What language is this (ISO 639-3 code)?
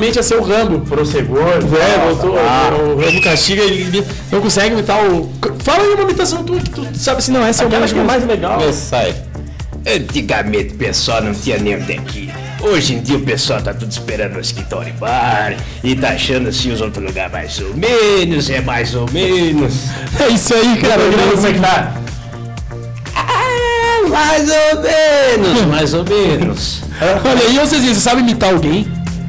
por